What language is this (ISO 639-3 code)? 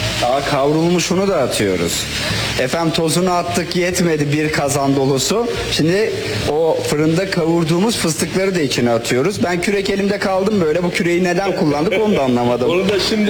tur